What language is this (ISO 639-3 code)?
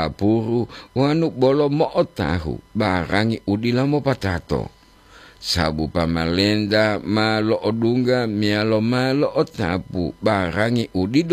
gor